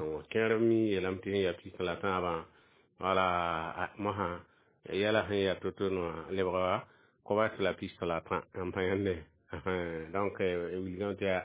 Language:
Mossi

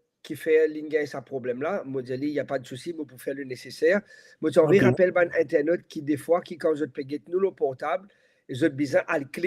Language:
Morisyen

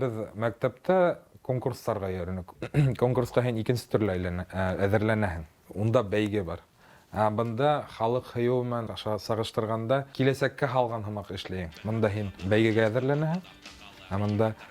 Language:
Bashkir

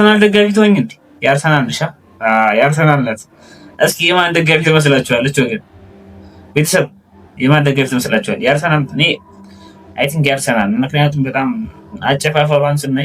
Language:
Amharic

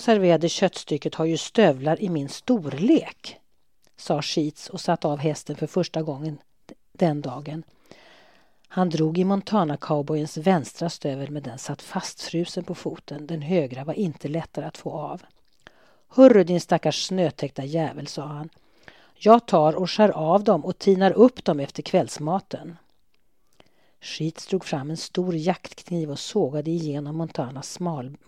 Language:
Swedish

